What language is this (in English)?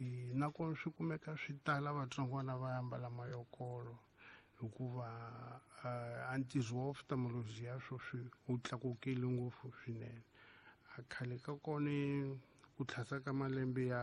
Tsonga